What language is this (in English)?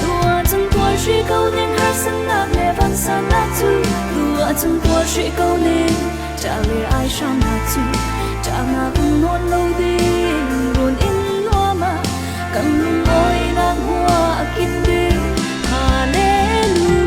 Falam Chin